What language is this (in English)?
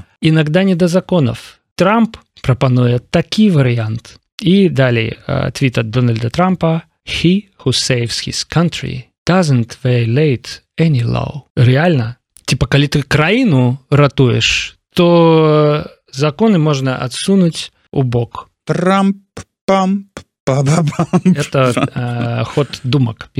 Belarusian